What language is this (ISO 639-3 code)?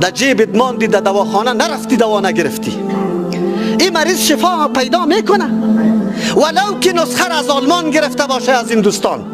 fas